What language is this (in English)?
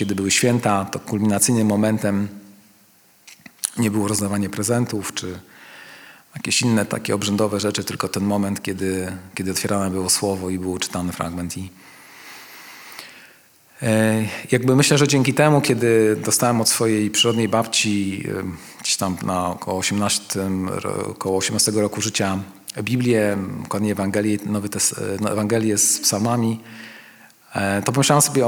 Polish